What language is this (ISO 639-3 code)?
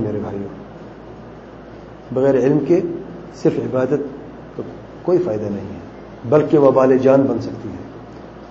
urd